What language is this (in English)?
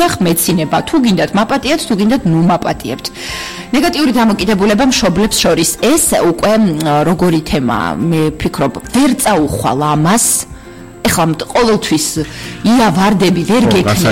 Georgian